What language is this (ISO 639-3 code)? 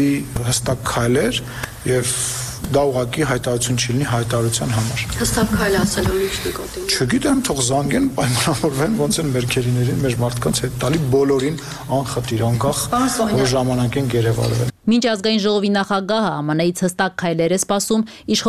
hye